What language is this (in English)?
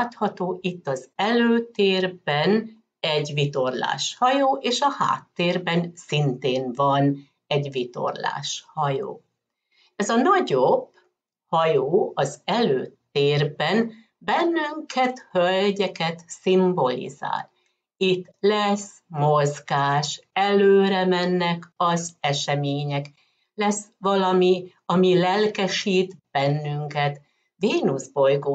Hungarian